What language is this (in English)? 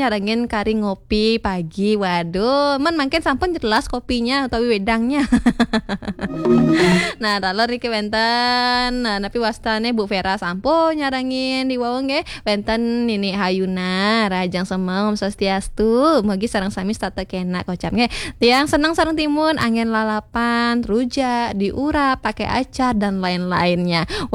Balinese